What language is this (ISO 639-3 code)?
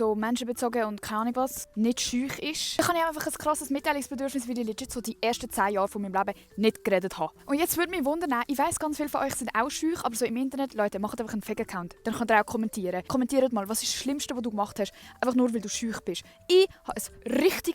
gsw